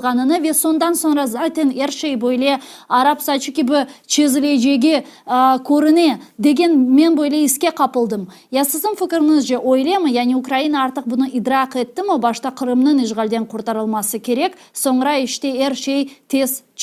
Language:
Crimean Tatar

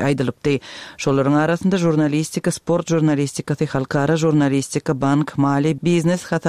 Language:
Turkmen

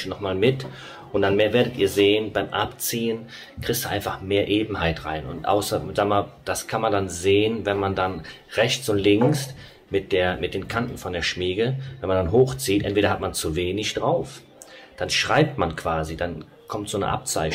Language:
German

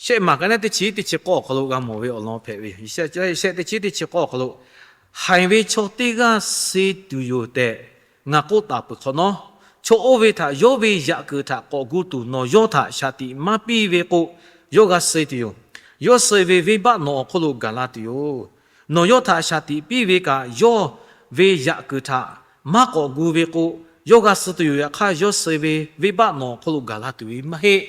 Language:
Lahu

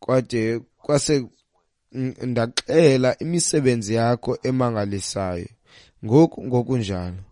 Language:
Xhosa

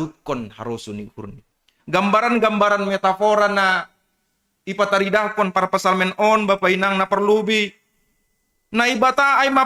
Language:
Batak Simalungun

